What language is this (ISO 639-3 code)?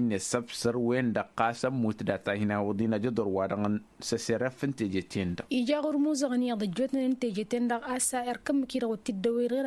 taq